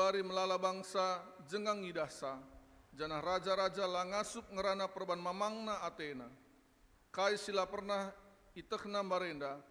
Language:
Batak Karo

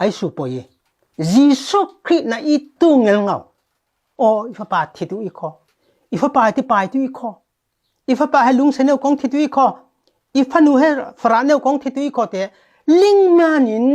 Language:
Falam Chin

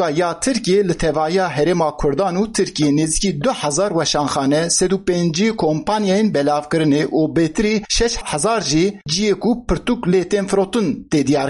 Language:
Kurdish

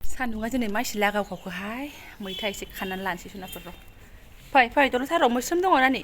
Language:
Bodo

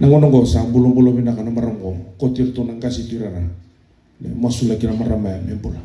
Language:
Fijian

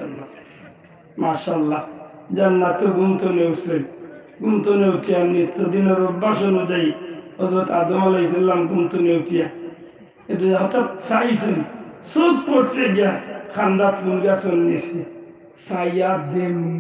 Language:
Sylheti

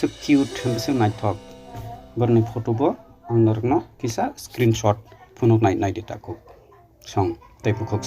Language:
Kok Borok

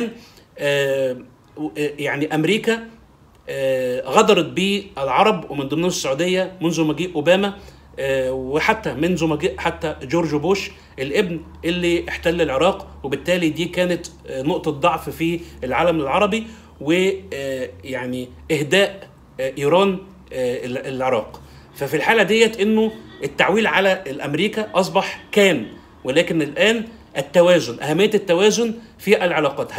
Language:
Arabic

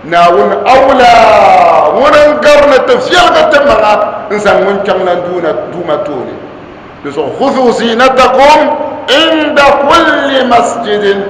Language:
Dagbani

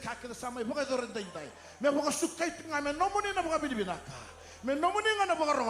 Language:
Fijian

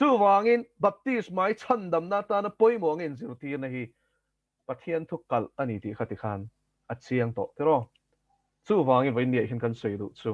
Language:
Mizo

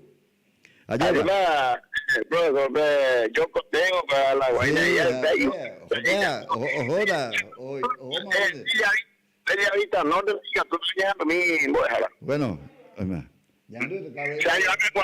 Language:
Guarani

